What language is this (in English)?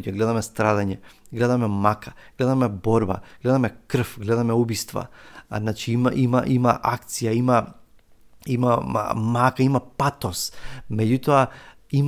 Macedonian